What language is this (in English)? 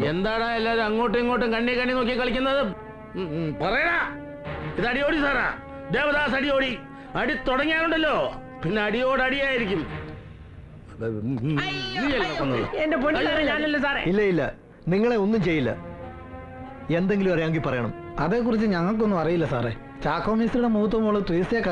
Malayalam